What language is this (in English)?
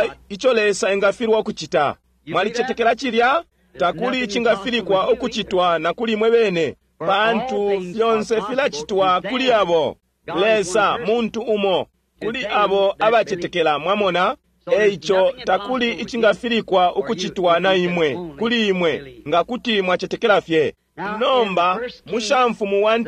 Bemba